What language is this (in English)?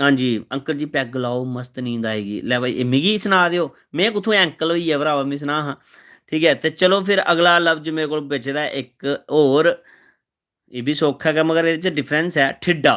Dogri